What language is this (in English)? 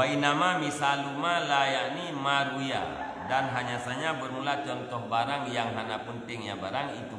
Achinese